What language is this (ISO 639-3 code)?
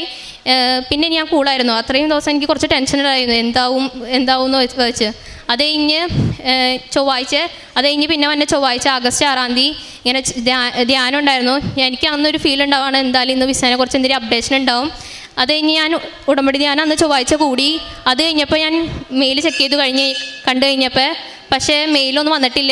mal